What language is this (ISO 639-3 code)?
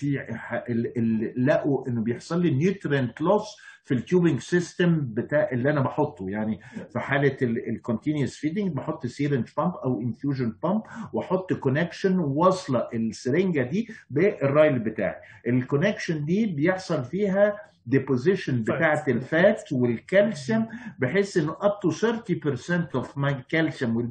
arz